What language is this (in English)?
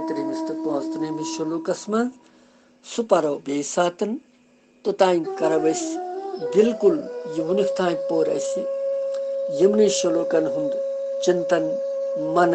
Kashmiri